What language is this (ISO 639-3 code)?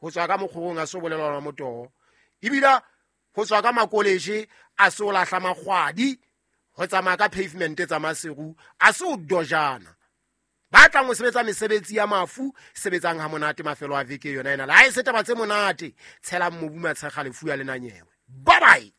sot